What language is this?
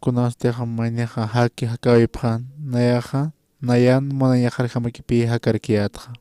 Aymara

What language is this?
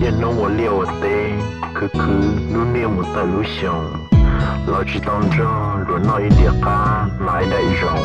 Hmong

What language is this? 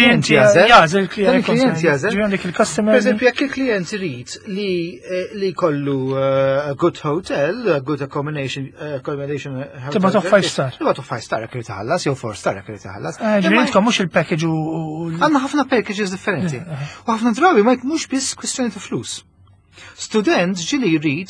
Maltese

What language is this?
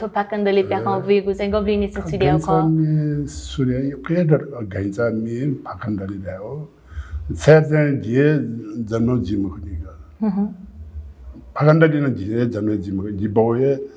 Newari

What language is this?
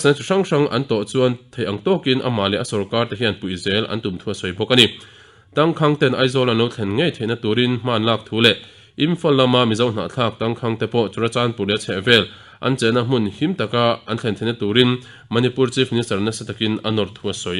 Mizo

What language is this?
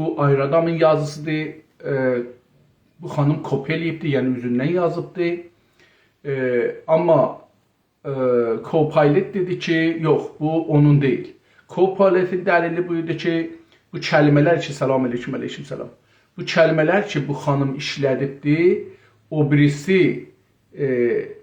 South Azerbaijani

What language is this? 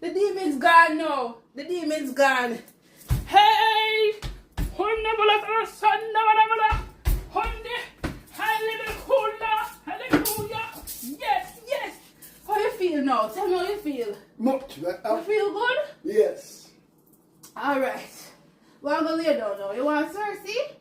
Jamaican Creole English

